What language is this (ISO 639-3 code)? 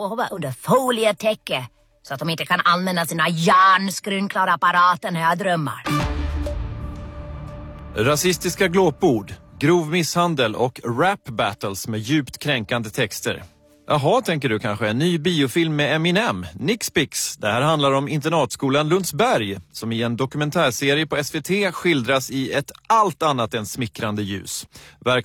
swe